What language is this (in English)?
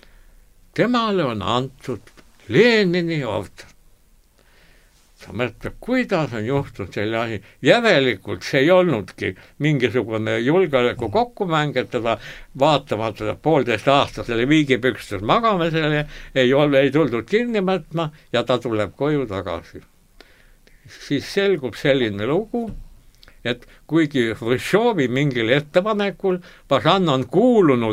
Estonian